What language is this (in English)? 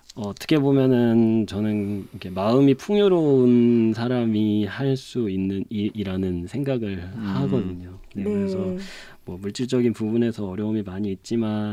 Korean